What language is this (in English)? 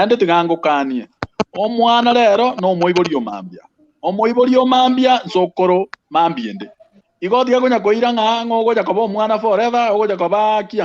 Gusii